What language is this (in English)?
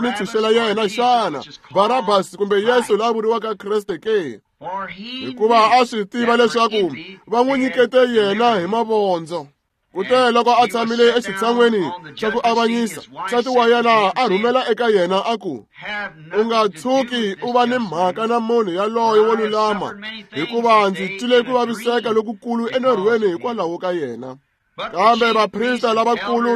Tsonga